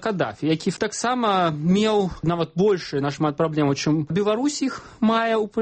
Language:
Belarusian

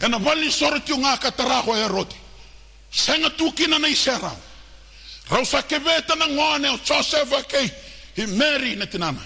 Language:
Fijian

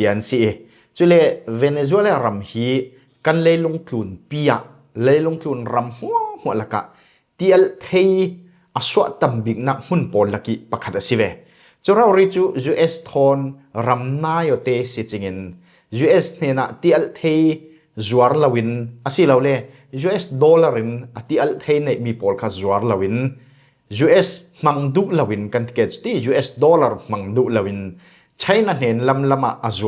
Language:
Falam Chin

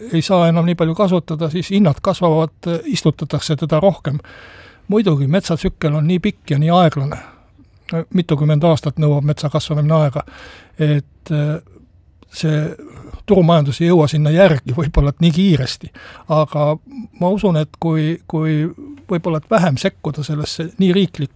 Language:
Estonian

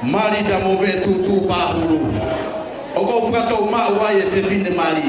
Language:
Tongan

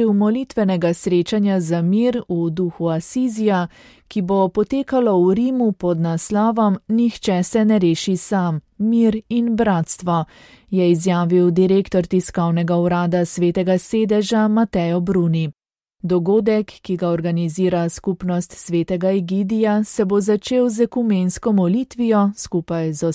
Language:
Slovenian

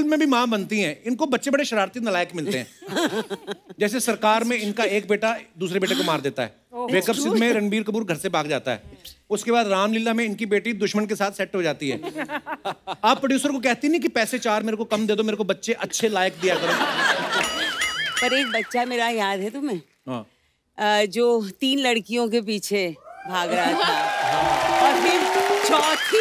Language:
Hindi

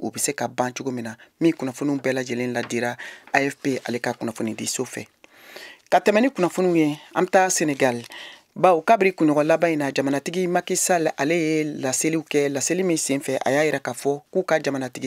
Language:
Bambara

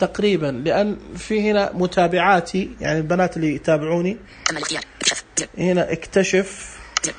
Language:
Najdi Arabic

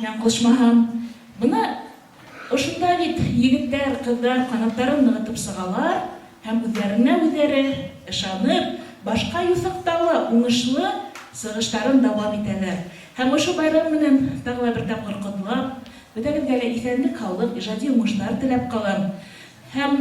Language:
Bashkir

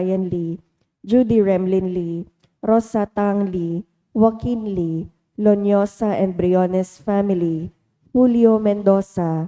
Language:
Bikol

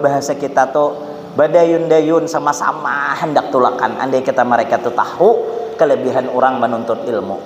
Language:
Banjar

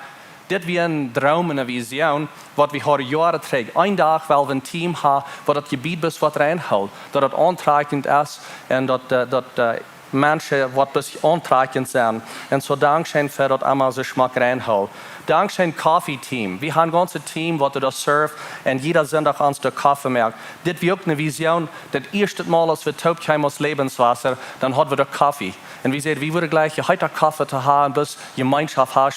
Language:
Plautdietsch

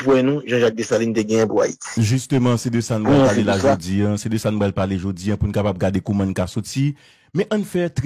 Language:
Haitian Creole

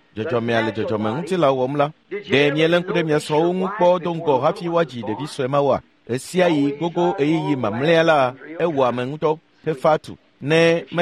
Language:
Ewe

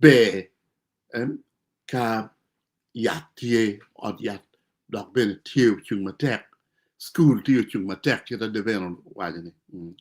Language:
Acoli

